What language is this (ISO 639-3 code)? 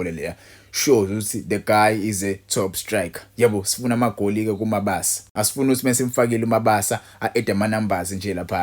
zul